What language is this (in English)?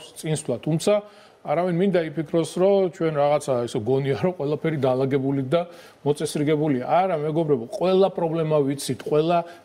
Georgian